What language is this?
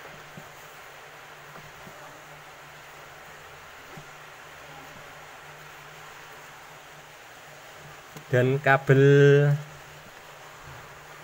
Indonesian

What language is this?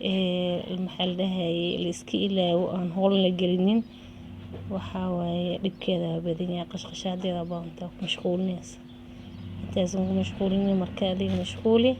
Somali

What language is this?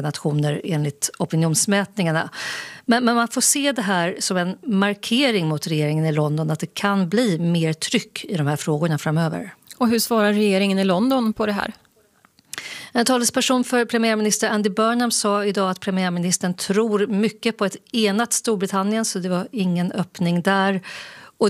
Swedish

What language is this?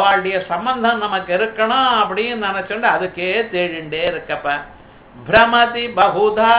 Tamil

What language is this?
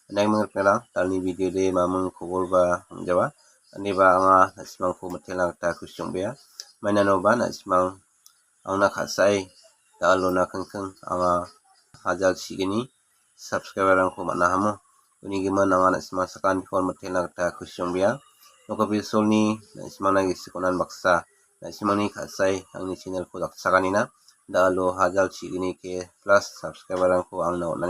Garo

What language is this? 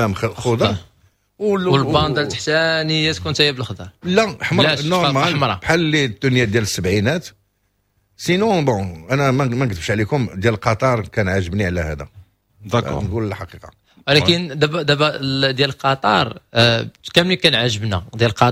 Moroccan Arabic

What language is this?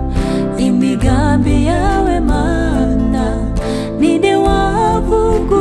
Kinyarwanda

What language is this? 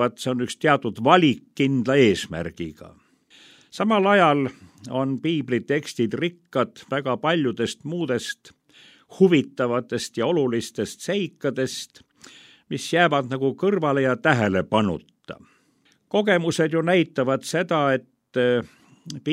Estonian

